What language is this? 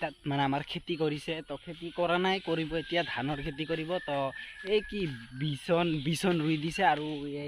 Assamese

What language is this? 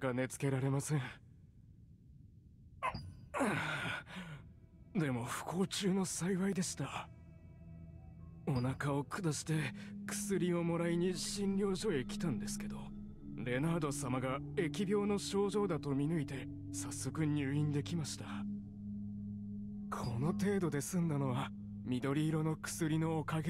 Japanese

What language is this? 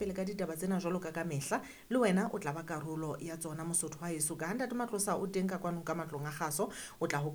Southern Sotho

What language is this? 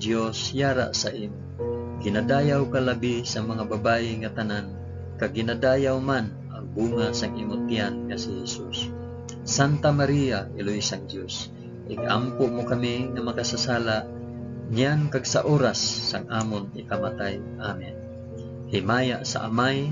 Hiligaynon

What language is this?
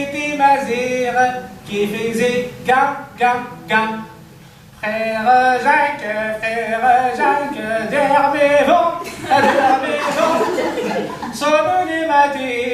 Kabyle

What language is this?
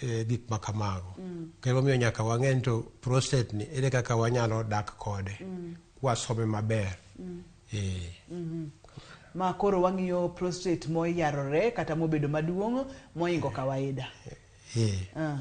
Luo (Kenya and Tanzania)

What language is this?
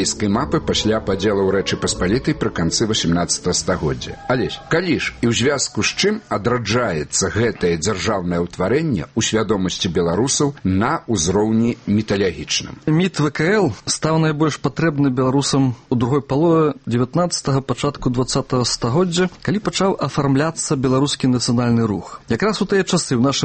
Belarusian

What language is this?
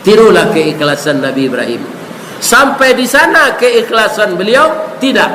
Minangkabau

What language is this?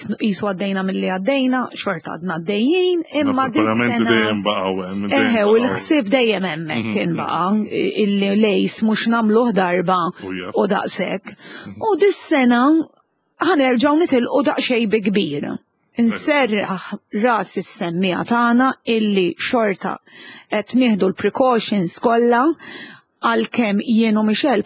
Maltese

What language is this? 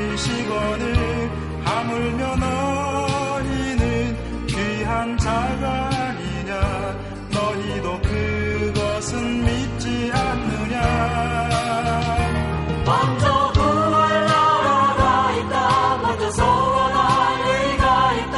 Korean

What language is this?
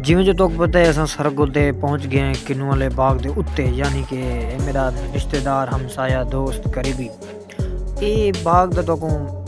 Saraiki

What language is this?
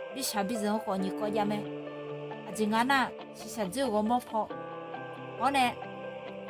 Akha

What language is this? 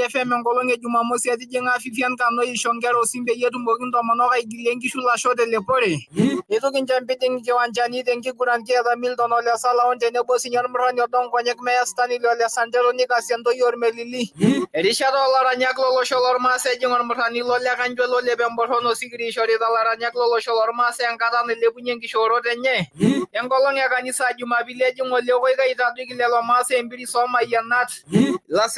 Masai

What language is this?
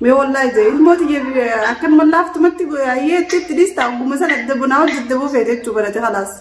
Oromo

